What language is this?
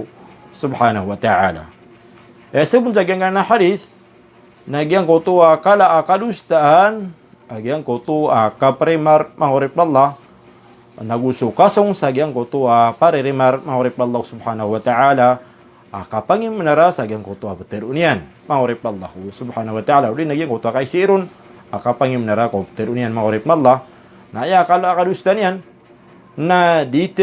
Maranao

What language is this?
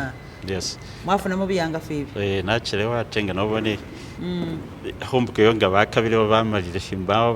Masaaba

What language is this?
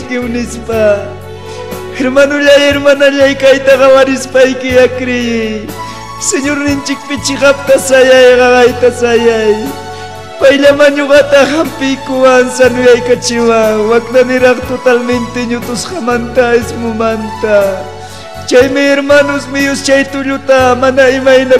Ayacucho Quechua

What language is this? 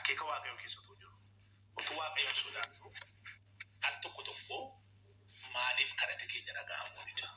Oromo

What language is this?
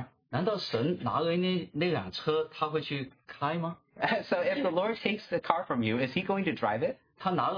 Chinese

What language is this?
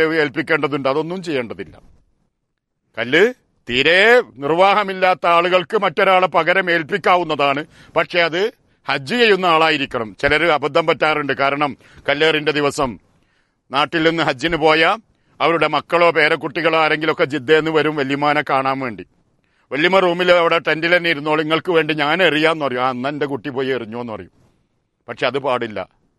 Malayalam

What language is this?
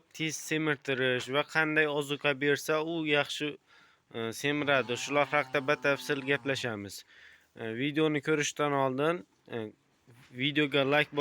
Uzbek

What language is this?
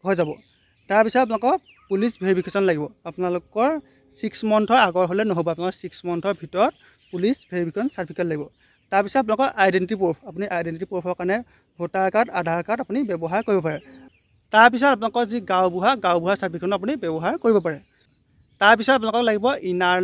Assamese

